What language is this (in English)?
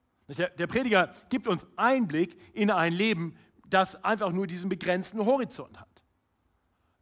German